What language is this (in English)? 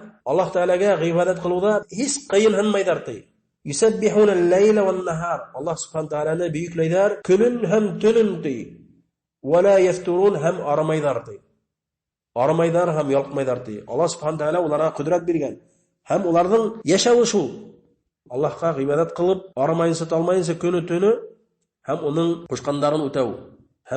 Bashkir